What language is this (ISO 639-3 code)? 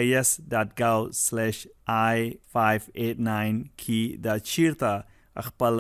pus